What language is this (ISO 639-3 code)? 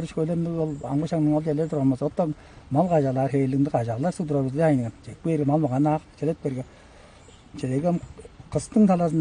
tyv